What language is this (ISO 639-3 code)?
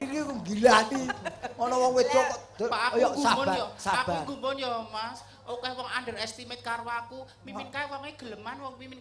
jav